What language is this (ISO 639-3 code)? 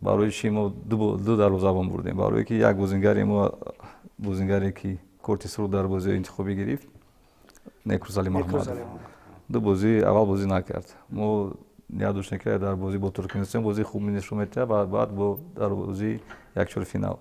tgk